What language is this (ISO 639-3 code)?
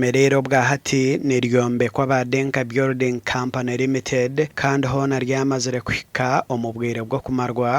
nyn